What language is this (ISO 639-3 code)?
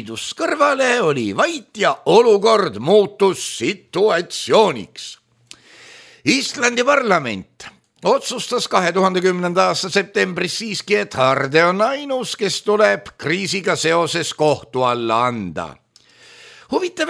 est